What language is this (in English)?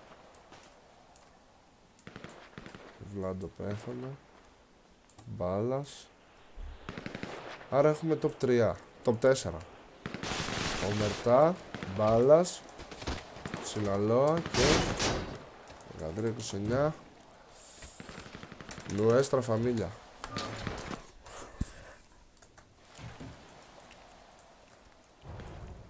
Greek